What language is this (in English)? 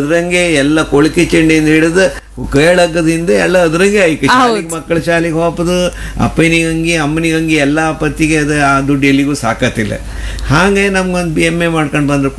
Kannada